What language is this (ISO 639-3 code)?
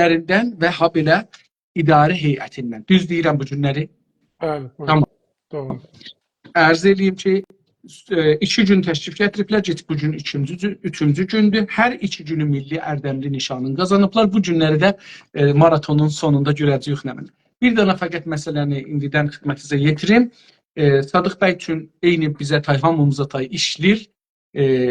azb